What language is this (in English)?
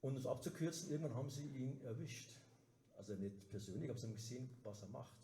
Bavarian